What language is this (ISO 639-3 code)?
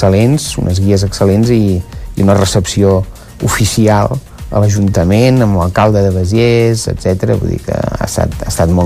cat